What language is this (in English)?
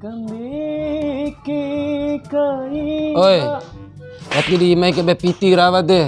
Bima